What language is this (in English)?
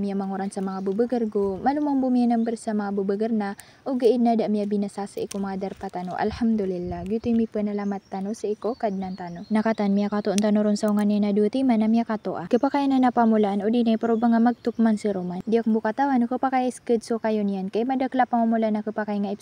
Maranao